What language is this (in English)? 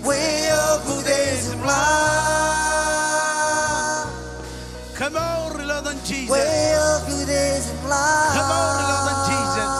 Marshallese